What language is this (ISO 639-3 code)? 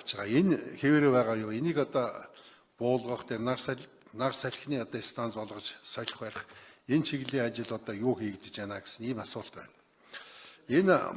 mon